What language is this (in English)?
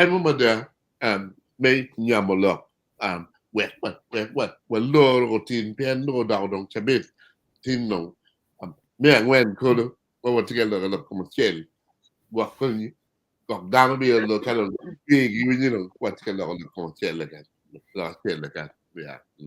Acoli